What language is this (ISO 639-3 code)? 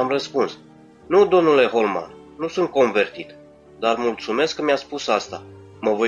ron